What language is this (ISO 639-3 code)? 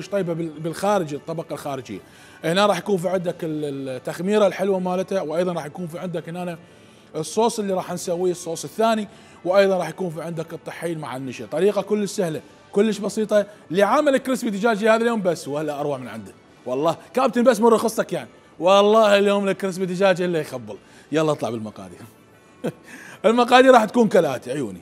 acm